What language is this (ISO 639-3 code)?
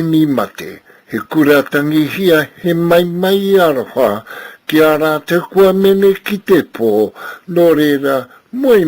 mri